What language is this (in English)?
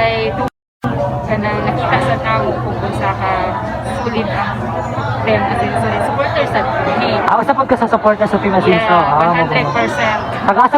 Cebuano